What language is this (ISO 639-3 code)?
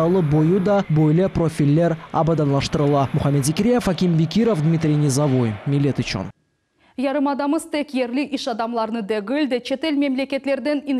crh